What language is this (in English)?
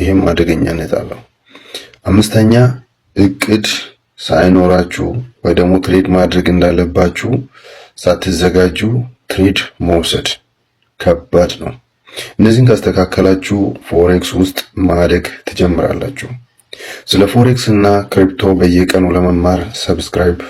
Amharic